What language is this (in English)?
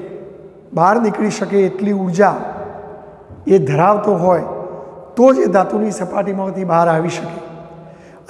Gujarati